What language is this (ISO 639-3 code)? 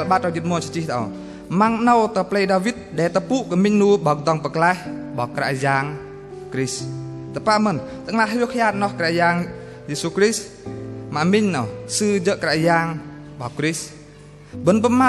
bdq